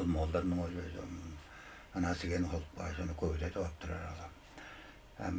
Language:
Tuvinian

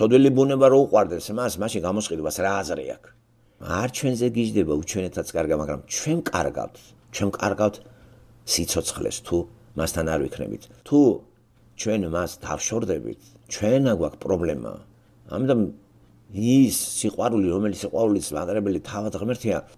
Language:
Georgian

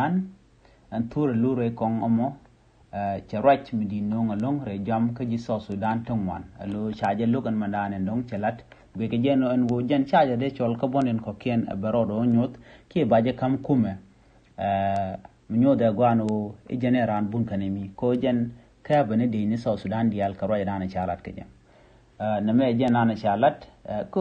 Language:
Nuer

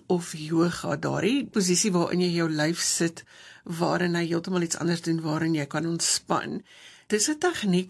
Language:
Afrikaans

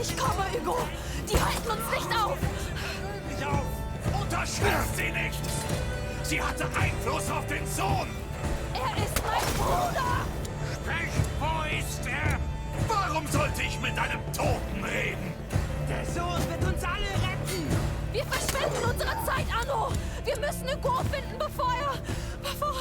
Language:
Bavarian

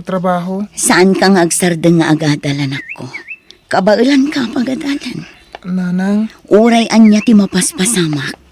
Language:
Iloko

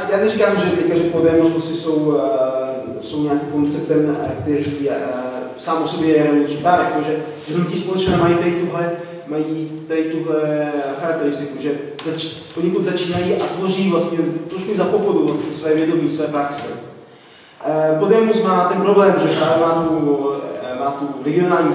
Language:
Czech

